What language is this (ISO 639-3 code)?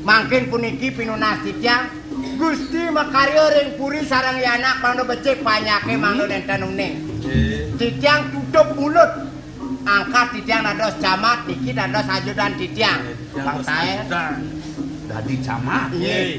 ban